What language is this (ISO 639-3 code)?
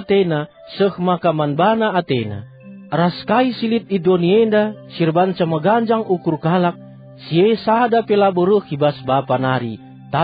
btx